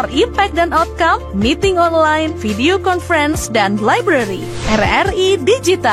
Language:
Manado Malay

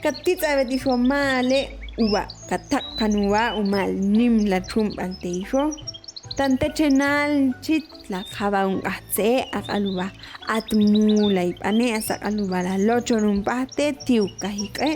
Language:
Ixil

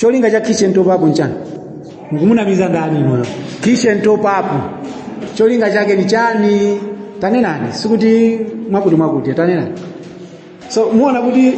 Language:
Nyanja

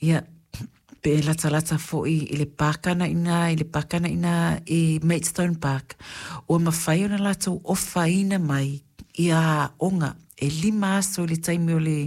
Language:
Samoan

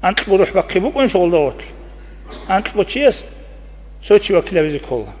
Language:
Avaric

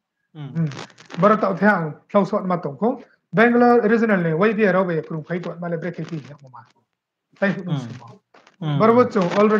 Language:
Riang (India)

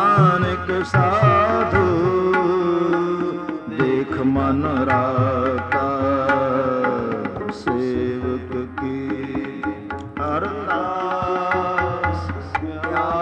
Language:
Punjabi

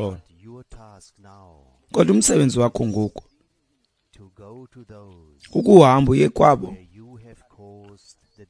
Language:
Xhosa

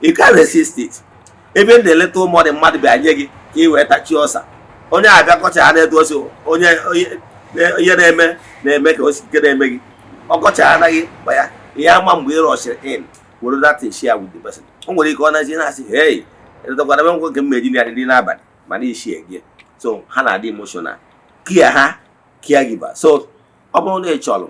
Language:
Igbo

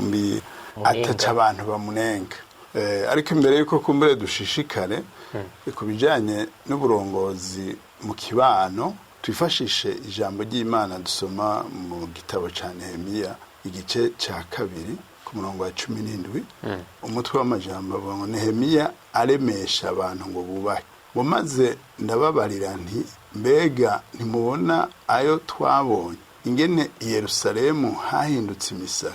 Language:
Rundi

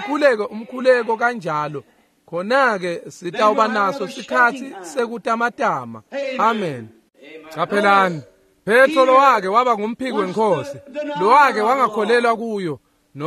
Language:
Swati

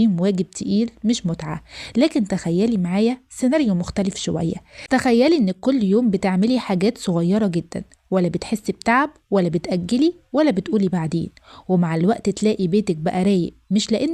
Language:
Egyptian Arabic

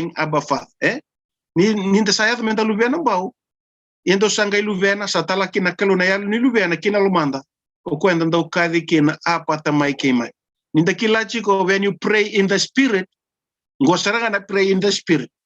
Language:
Fijian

